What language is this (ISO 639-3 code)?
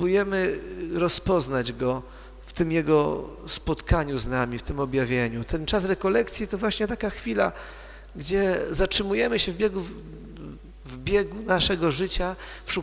pol